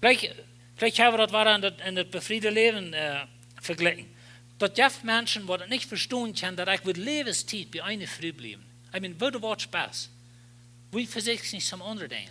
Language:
Plautdietsch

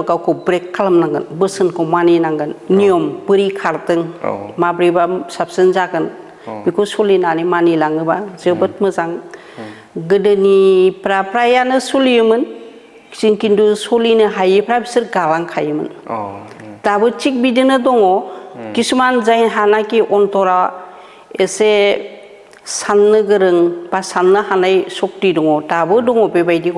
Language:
Bodo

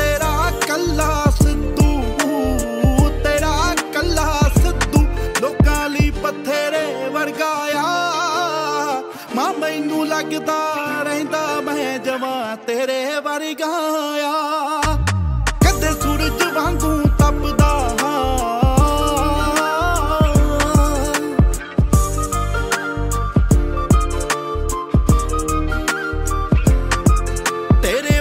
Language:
Punjabi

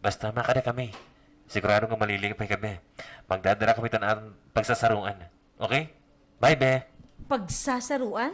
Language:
Waray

